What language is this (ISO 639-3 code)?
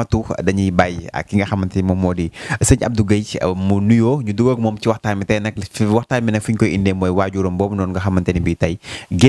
wol